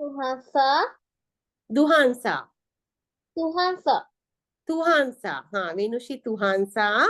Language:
Sinhala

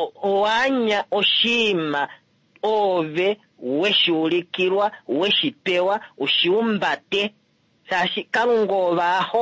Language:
Kuanyama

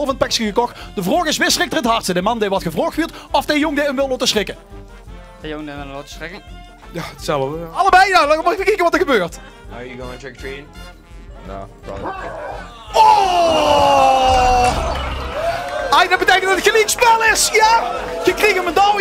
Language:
Limburgish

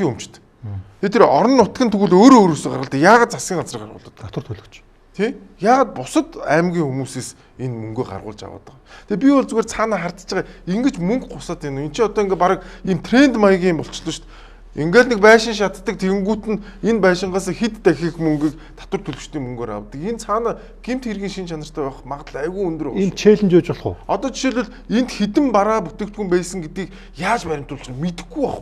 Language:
Mongolian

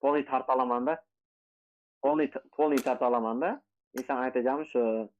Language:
Kara-Kalpak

